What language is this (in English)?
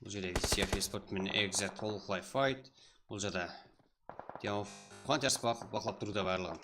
Kara-Kalpak